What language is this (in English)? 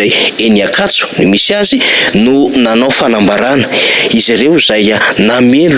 Malagasy